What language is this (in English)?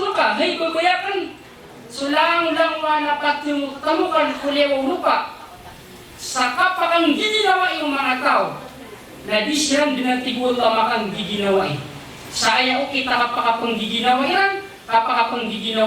Maranao